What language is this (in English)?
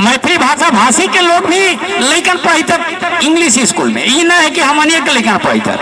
Magahi